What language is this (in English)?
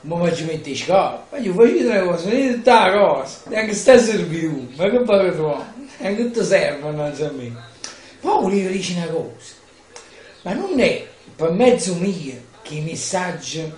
Neapolitan